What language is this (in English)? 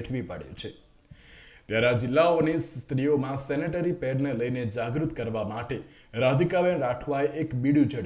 Gujarati